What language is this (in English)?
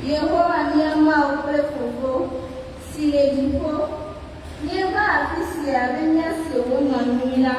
Ewe